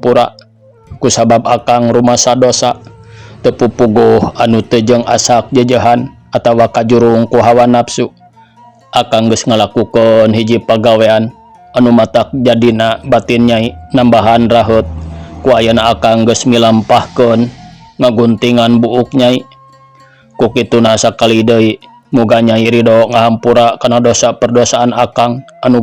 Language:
Sundanese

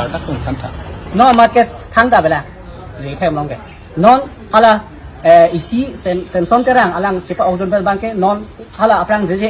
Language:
Karbi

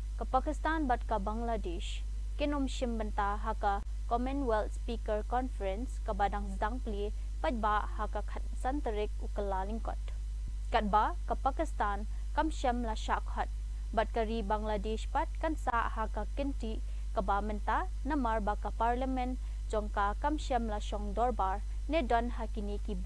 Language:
Khasi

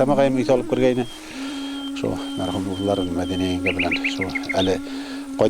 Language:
Bashkir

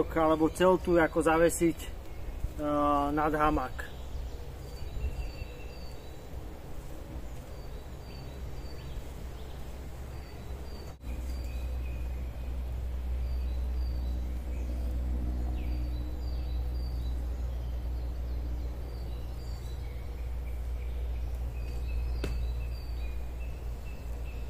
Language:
Slovak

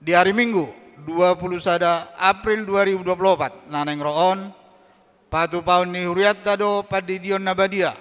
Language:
Batak Toba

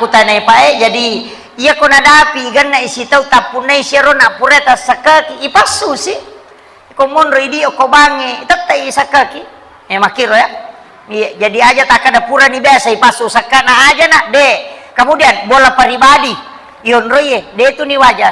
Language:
Buginese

